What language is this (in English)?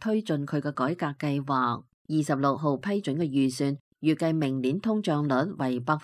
Cantonese